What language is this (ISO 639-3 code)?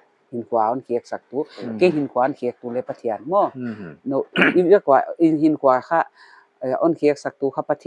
pck